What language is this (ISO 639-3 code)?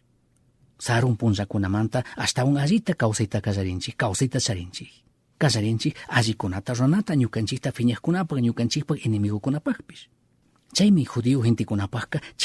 qug